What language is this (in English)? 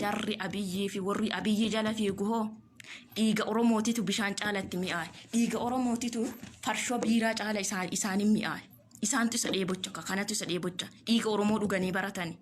Oromo